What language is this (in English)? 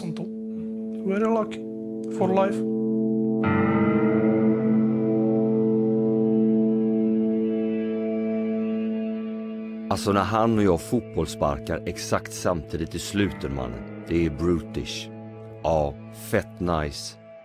Swedish